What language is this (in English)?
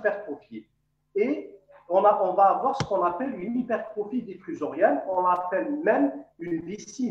French